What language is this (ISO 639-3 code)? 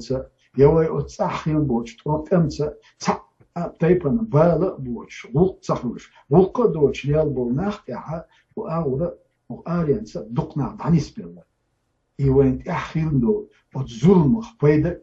che